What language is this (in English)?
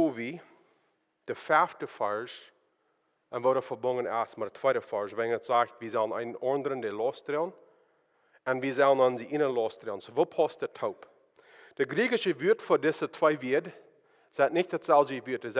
Plautdietsch